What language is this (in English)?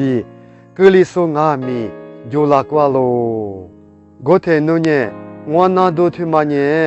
Lisu